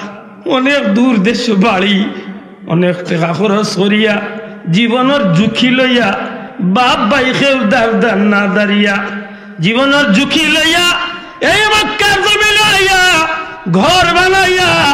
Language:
Sylheti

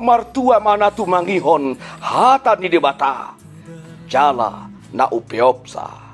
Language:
Batak Toba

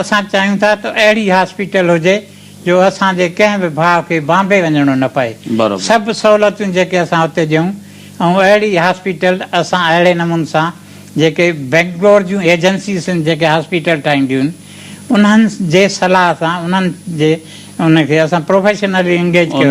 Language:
Sindhi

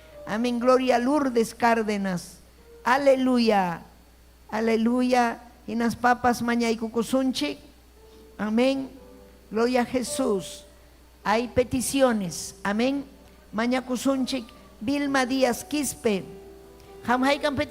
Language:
Ayacucho Quechua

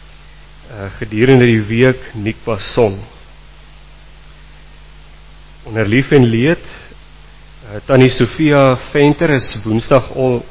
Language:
Afrikaans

